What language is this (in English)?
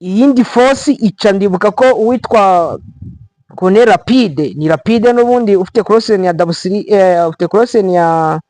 Kinyarwanda